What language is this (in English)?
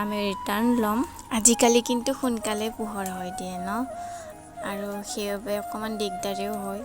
Assamese